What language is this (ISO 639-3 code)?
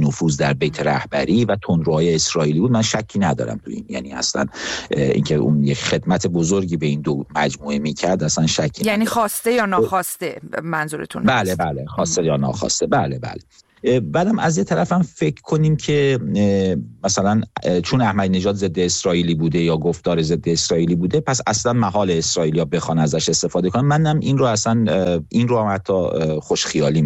fas